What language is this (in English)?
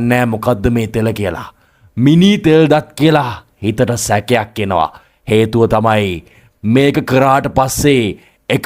Sinhala